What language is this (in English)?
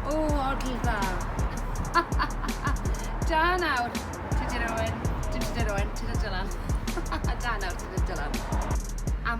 Welsh